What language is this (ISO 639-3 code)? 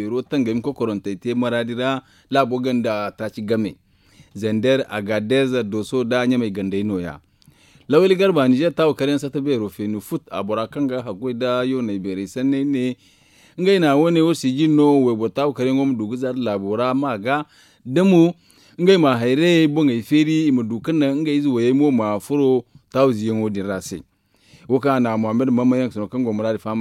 dje